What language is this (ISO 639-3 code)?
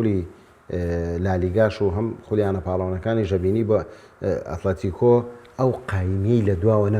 ckb